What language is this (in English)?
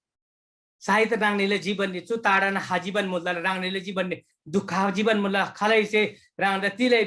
Eastern Tamang